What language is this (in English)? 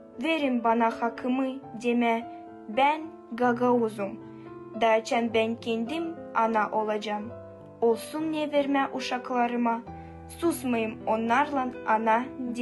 Gagauz